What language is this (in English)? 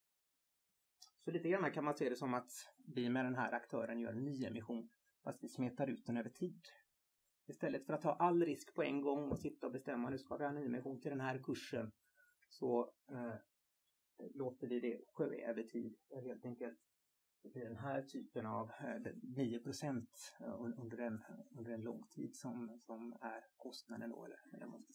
Swedish